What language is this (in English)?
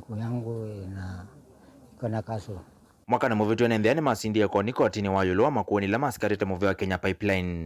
Kamba